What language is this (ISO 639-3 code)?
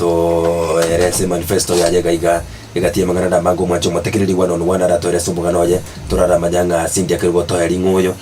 guz